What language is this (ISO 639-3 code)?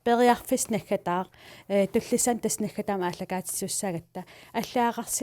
kal